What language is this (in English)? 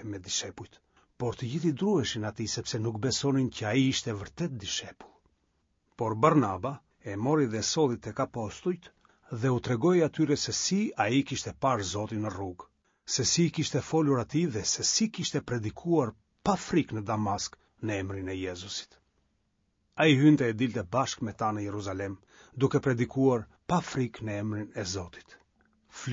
Albanian